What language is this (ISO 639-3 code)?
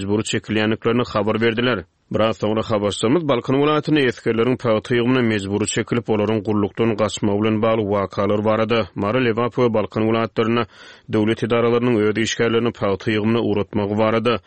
tuk